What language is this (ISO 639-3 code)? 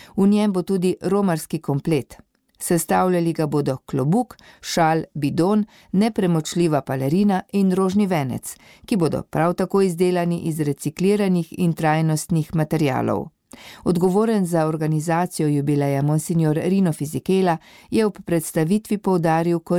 slv